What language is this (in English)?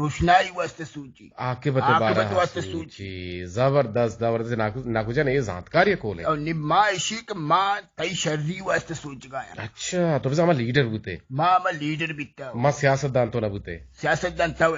Eastern Balochi